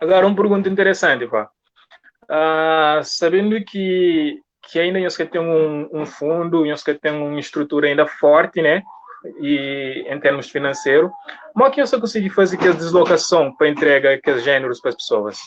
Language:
Kabuverdianu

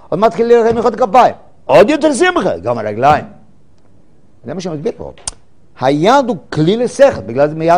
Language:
Hebrew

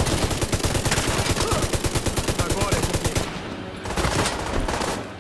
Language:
Portuguese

